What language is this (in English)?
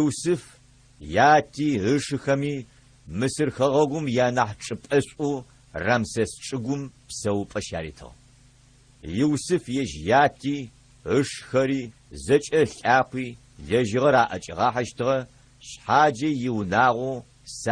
Adyghe